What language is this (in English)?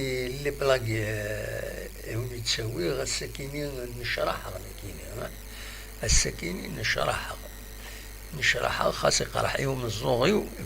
Kabyle